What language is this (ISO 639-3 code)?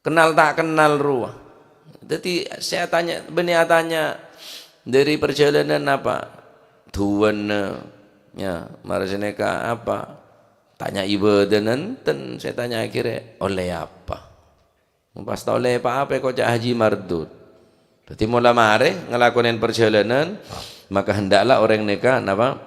mad